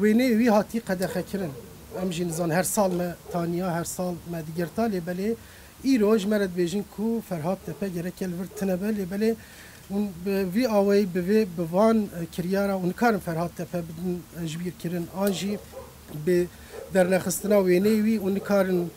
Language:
Kurdish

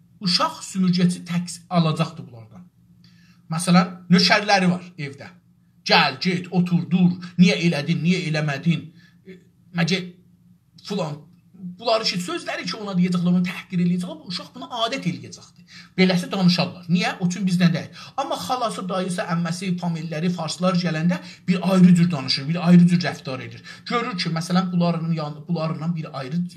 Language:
South Azerbaijani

